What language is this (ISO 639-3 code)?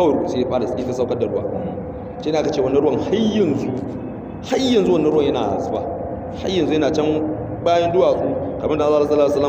hau